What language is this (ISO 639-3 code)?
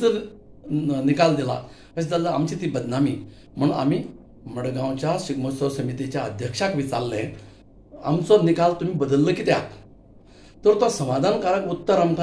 kok